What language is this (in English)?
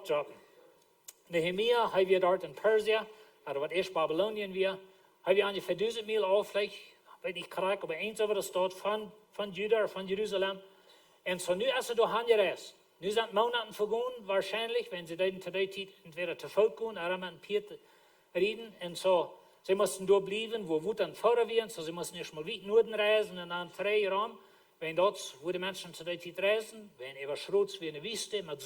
Plautdietsch